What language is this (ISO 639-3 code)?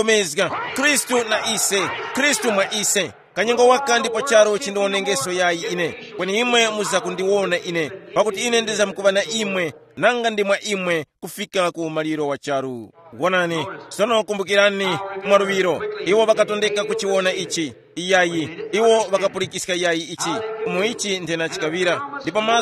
tum